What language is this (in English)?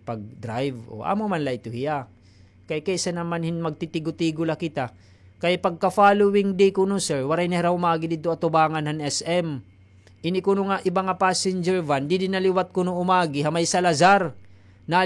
Waray